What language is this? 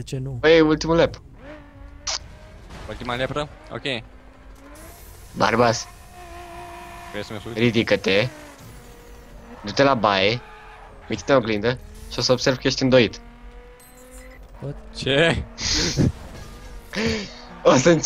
Romanian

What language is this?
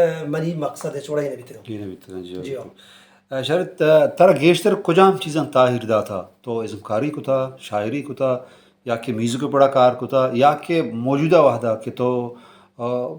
Baluchi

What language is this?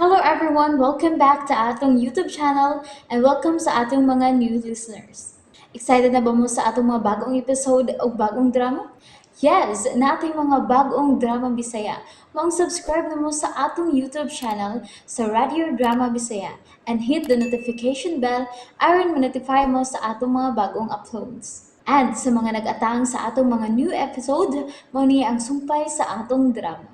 Cebuano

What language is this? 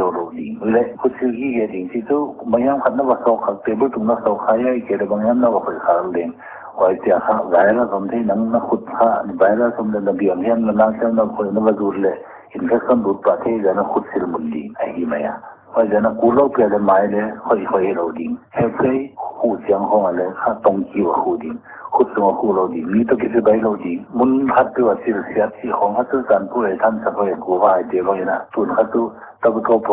Paite Chin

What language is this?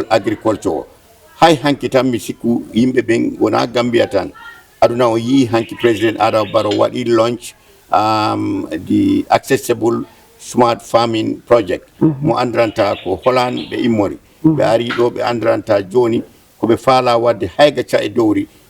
Fula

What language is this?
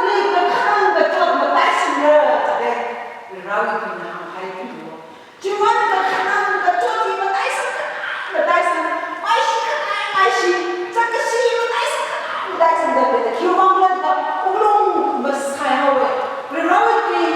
Tangkhul Naga (India)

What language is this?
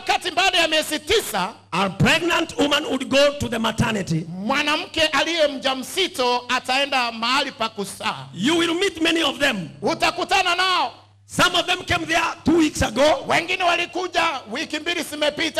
Swahili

